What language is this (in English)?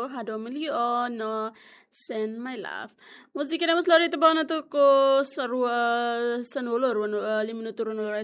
Tetum